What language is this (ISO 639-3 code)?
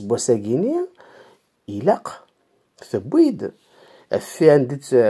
kab